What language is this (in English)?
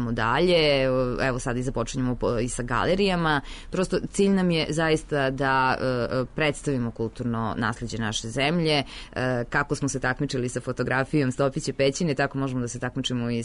Serbian